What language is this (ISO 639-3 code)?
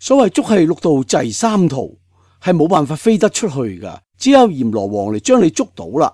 yue